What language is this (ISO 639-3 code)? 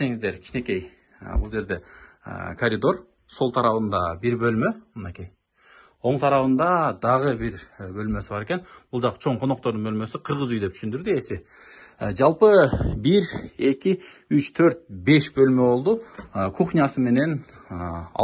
kir